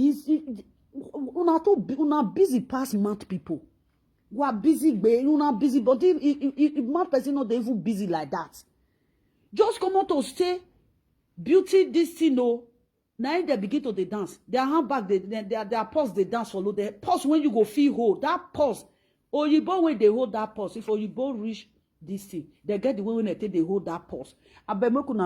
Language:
Nigerian Pidgin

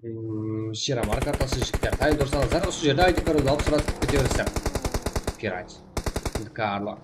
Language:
Kara-Kalpak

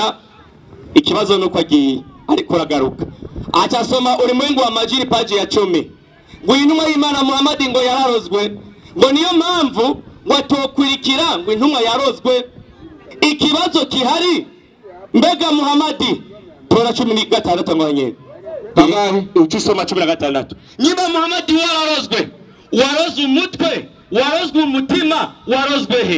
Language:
Rundi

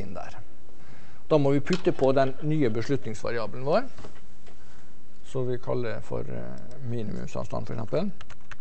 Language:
Norwegian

